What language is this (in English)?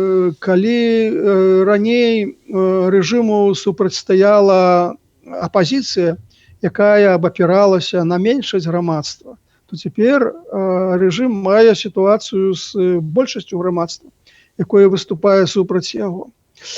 Belarusian